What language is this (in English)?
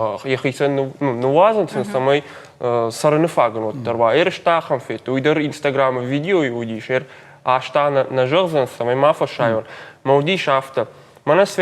Ossetic